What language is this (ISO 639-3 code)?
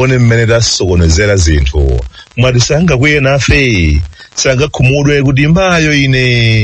nya